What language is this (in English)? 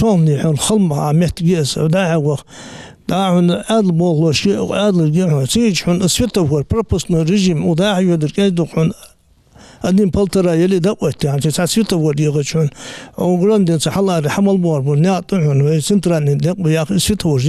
Ingush